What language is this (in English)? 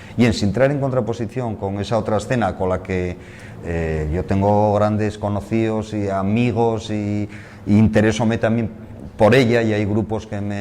Asturian